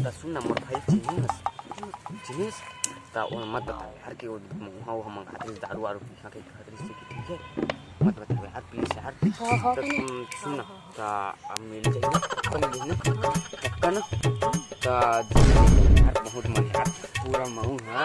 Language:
Chhattisgarhi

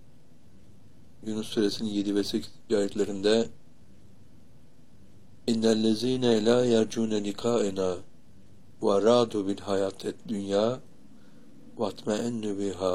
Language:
Turkish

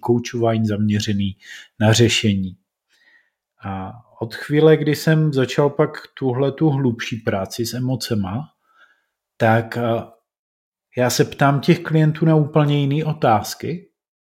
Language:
Czech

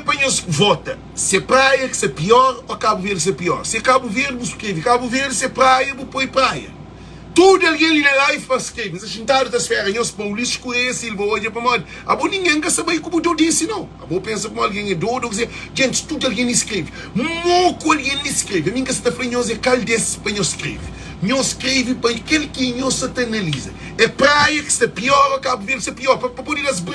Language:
Kabuverdianu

